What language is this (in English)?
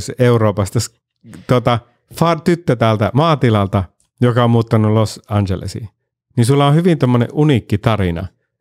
Finnish